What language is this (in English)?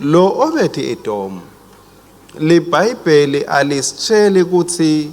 Swati